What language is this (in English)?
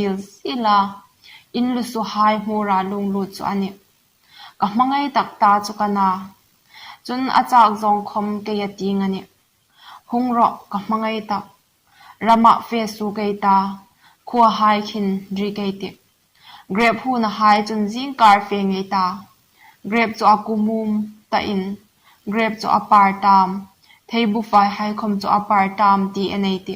Hmar